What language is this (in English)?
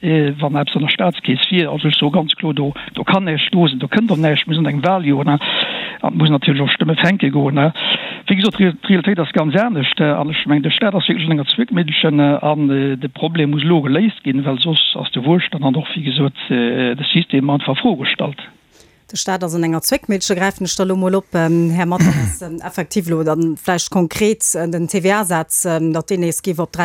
Luxembourgish